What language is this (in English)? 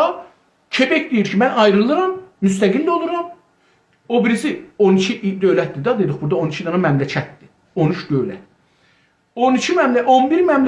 South Azerbaijani